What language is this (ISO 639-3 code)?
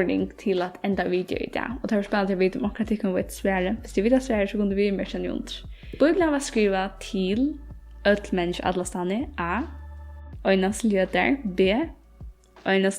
fao